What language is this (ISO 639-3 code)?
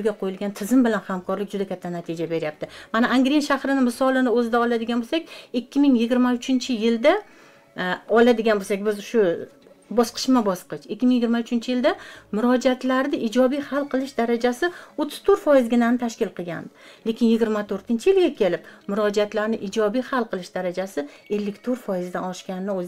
uzb